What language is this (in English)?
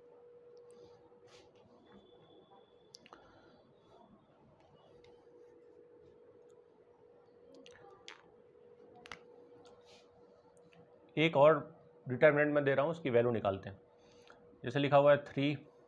Hindi